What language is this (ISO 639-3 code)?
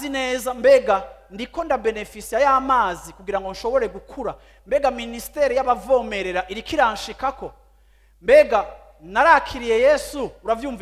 run